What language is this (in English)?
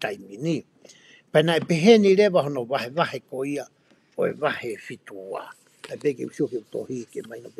Tongan